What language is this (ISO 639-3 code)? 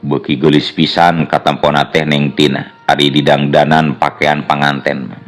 sun